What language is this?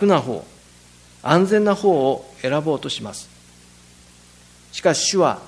Japanese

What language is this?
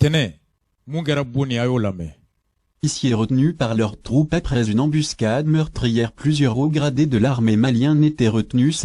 Bambara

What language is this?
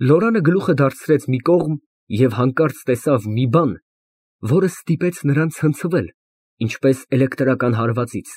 Armenian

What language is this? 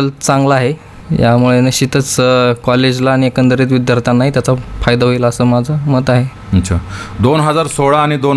Marathi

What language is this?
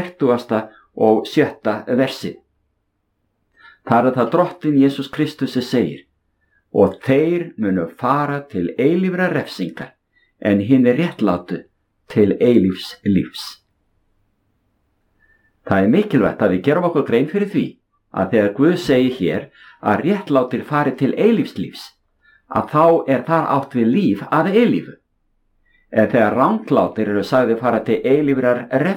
Icelandic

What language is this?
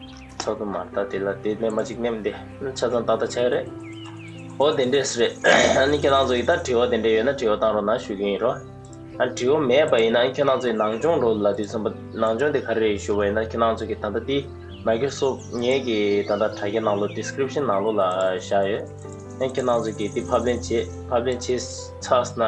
Tibetan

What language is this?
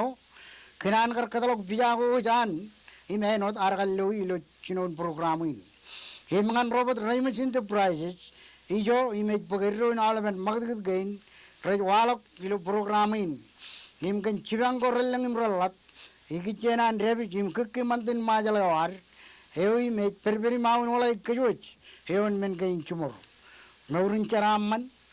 Marshallese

